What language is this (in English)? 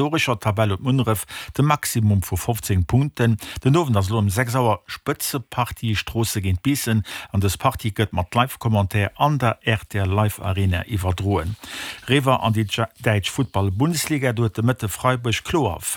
Luxembourgish